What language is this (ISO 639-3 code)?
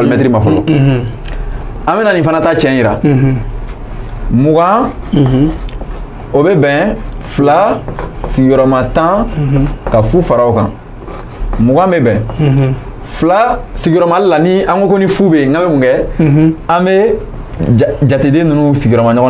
bam